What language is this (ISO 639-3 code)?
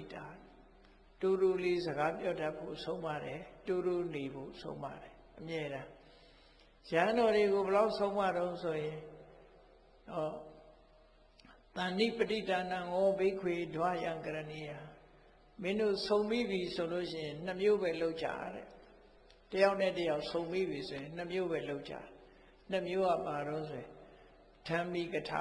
mya